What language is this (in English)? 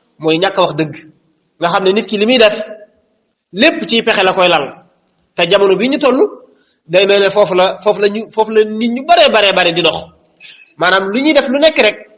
Wolof